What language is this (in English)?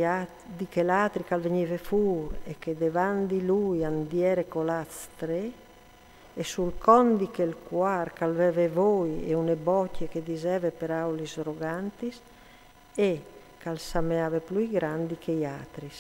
Friulian